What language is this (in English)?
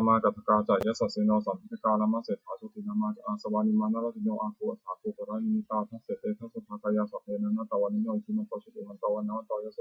Pali